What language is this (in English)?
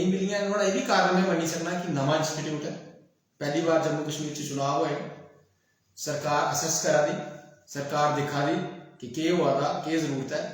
Dogri